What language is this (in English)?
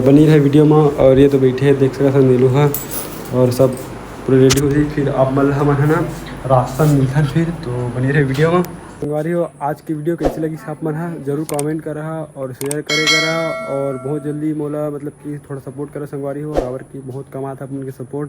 Chhattisgarhi